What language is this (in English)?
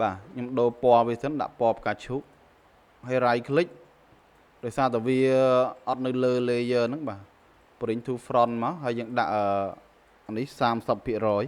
Khmer